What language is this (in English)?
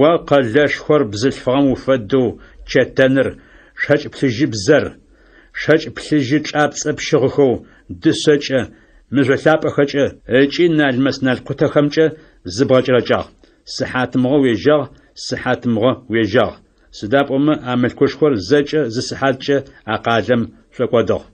Adyghe